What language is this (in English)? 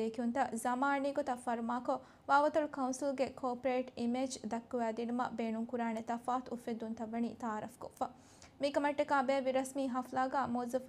Divehi